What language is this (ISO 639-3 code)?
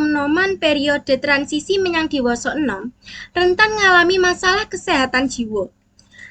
jav